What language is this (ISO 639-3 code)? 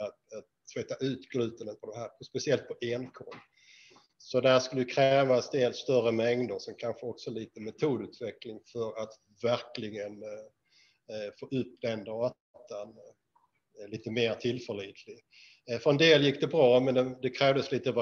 swe